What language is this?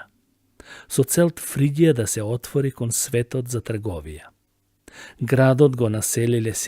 Macedonian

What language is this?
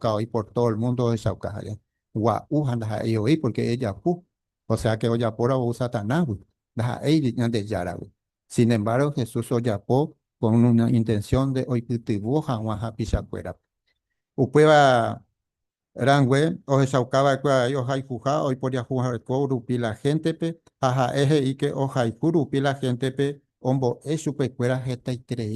Guarani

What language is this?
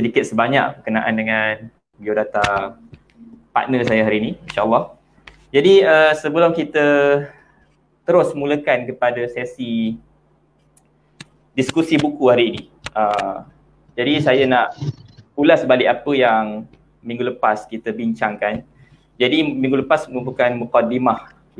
Malay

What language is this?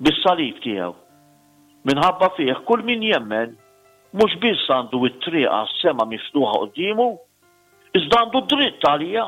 Maltese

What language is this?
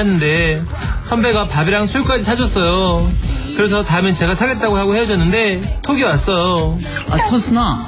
Korean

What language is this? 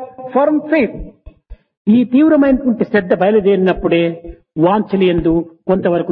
Telugu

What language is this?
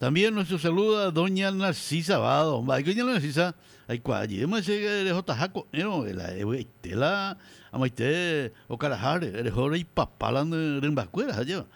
Guarani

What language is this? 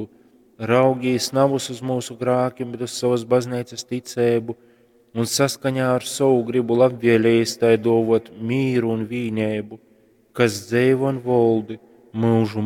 Latgalian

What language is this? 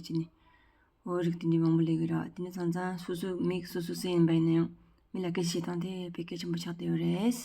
Tibetan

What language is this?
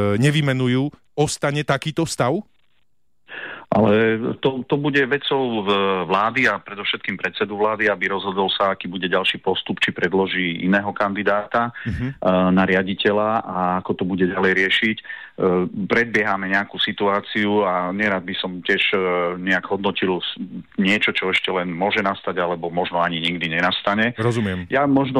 Slovak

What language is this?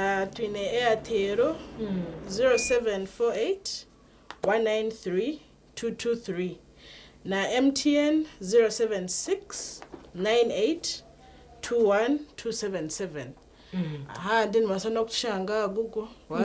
Nyankole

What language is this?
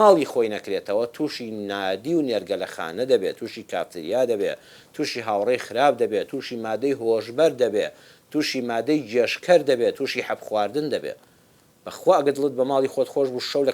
Central Kurdish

